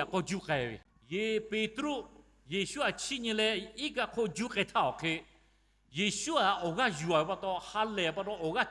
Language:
Lahu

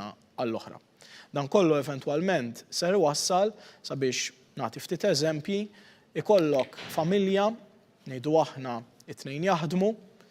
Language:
Maltese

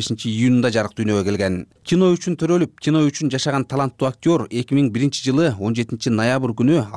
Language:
Kyrgyz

